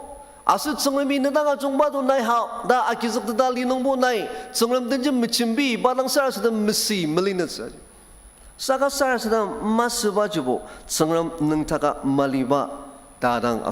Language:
Ao Naga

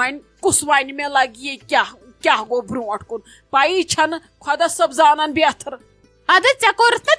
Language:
Kashmiri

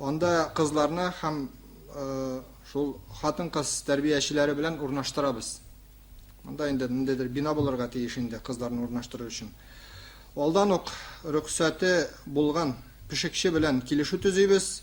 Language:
Tatar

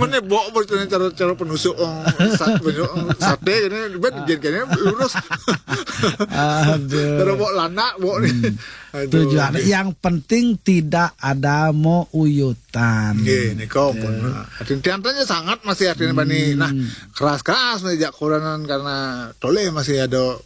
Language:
Balinese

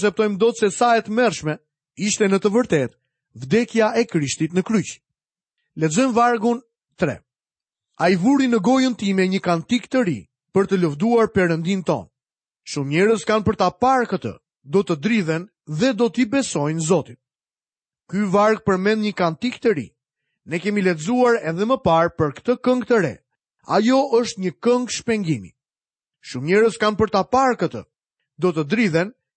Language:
Albanian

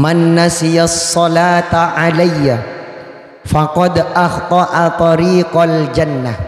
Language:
Madurese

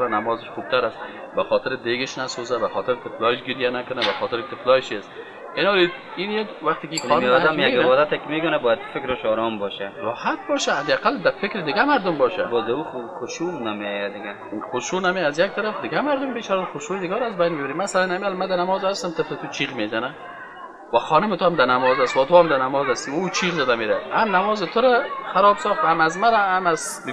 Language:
Persian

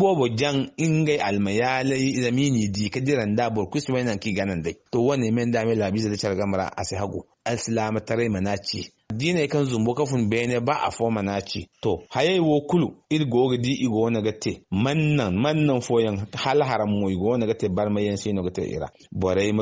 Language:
Zarma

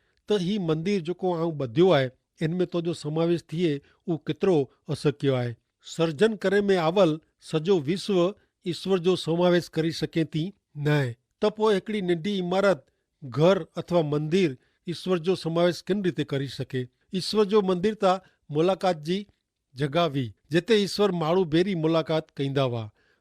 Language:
Kachhi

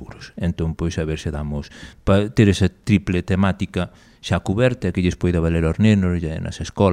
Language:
Galician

